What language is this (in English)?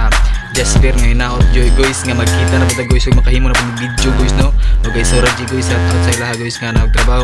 Cebuano